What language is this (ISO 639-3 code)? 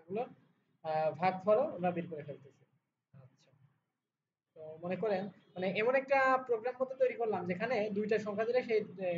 ben